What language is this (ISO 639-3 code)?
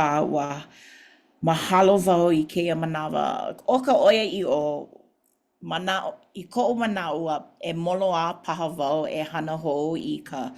haw